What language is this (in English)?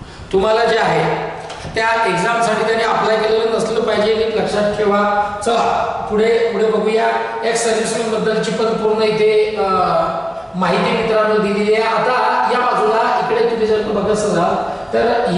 Marathi